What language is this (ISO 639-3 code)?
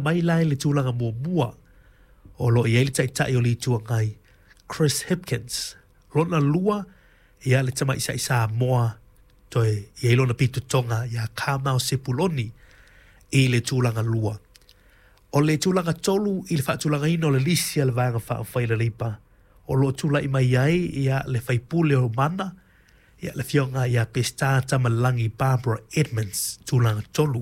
smo